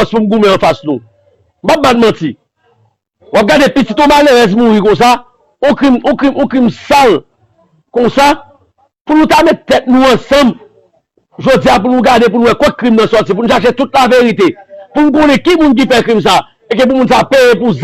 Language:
Haitian Creole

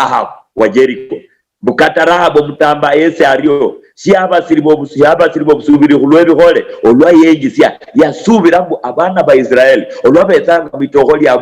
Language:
Luyia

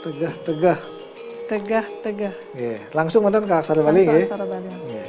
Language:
Balinese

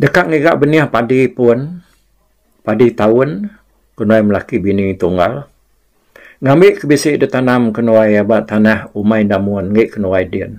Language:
Iban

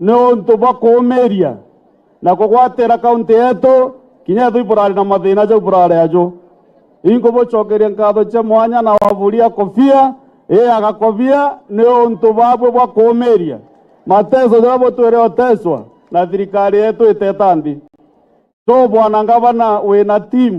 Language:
Meru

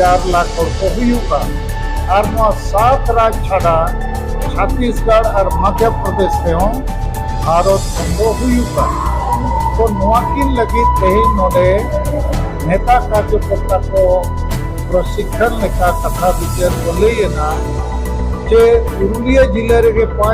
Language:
Santali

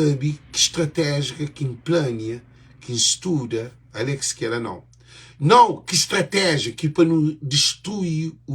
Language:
Kabuverdianu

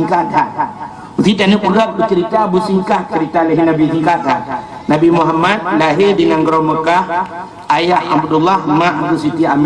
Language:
Achinese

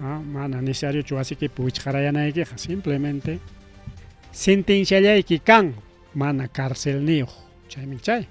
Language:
Ayacucho Quechua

